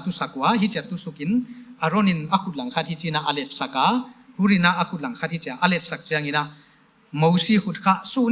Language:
Paite Chin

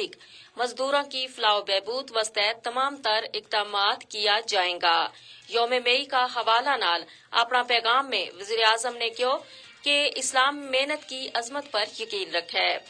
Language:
Gujari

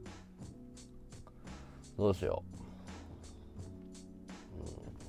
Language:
Japanese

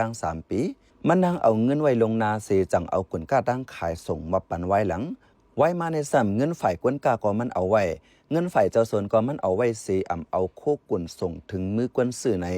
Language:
Shan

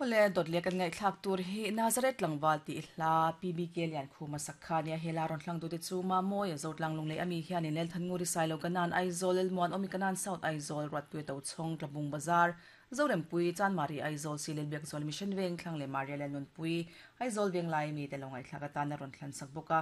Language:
Mizo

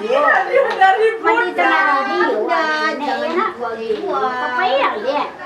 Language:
Minangkabau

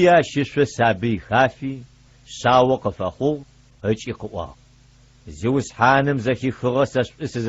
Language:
Adyghe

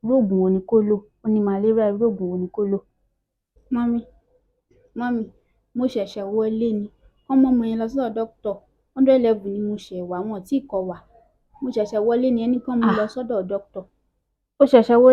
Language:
Yoruba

